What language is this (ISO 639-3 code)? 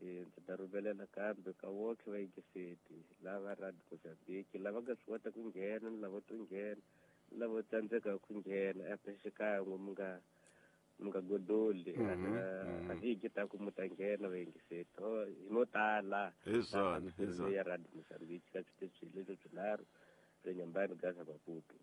tso